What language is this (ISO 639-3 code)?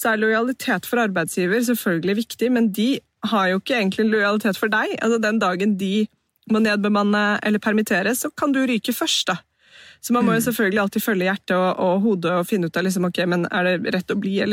nor